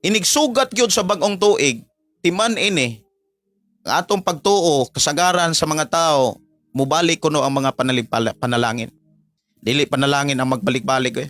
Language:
Cebuano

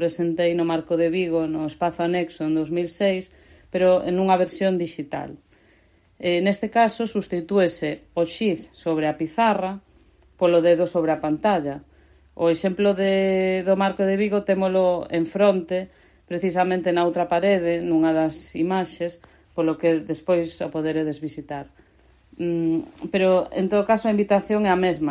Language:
Galician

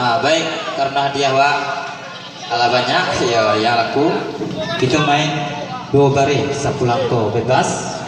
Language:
Minangkabau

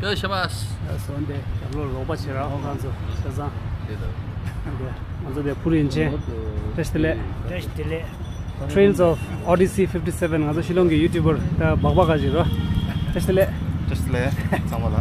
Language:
Tibetan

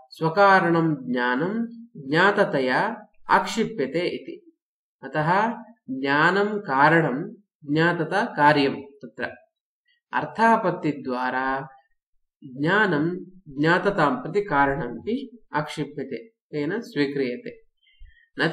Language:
Sanskrit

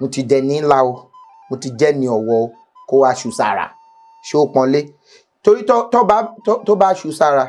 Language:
Yoruba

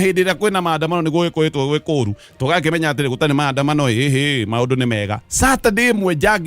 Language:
Kikuyu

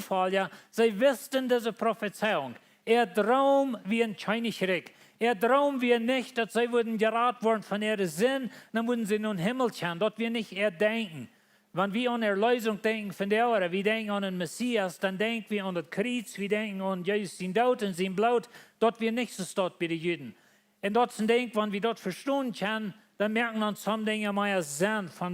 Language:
Plautdietsch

